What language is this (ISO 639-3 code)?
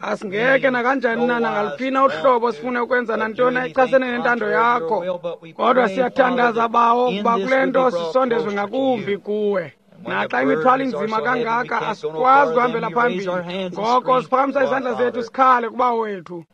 xho